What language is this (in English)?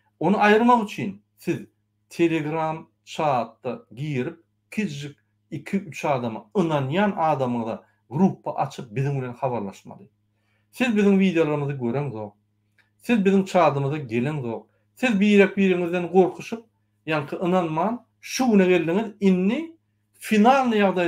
Turkmen